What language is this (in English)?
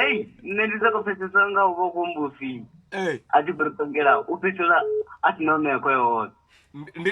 Venda